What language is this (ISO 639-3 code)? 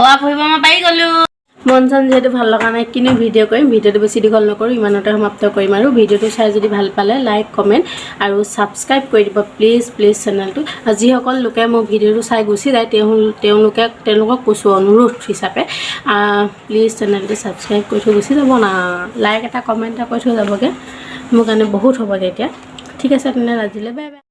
asm